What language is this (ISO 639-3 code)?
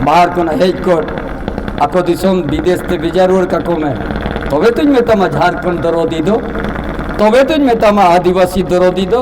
sat